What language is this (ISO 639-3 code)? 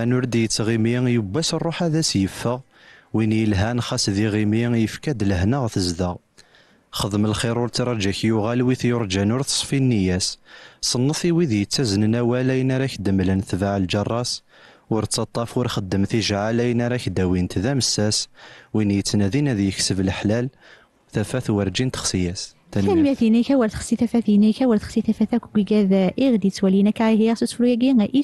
kab